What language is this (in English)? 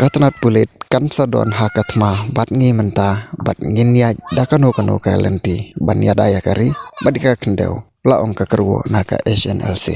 Khasi